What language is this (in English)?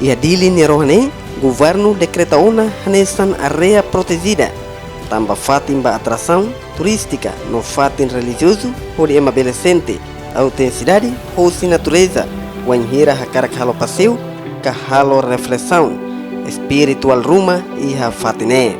Tetum